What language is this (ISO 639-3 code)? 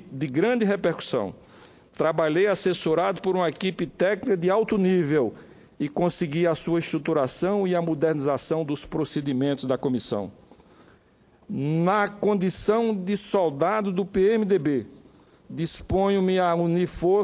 por